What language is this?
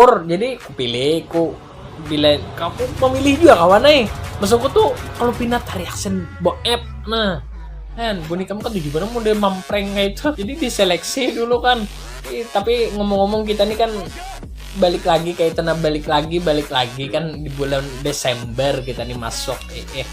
Banjar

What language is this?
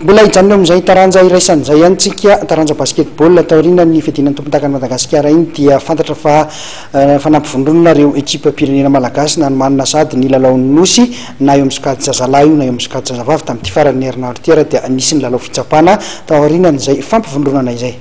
Malagasy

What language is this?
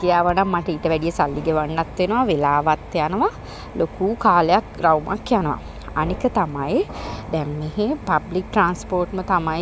Sinhala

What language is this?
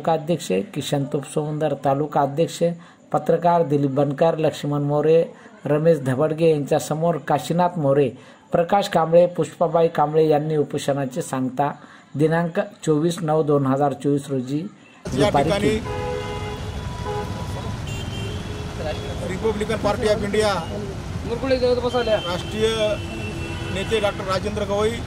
Marathi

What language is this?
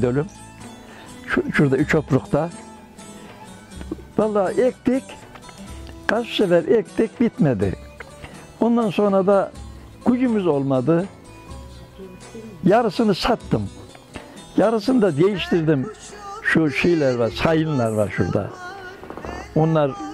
Turkish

